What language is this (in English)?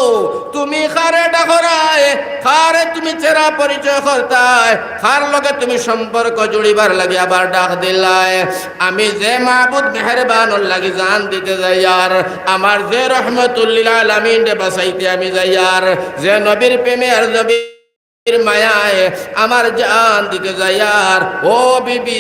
Sylheti